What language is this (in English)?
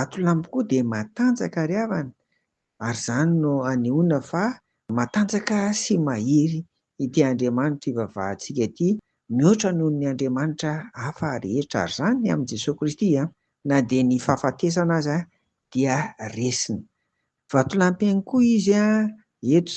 Malagasy